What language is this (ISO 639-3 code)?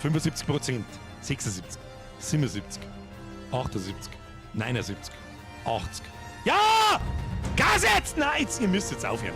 bar